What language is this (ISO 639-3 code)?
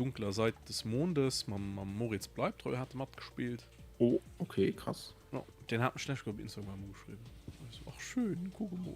ltz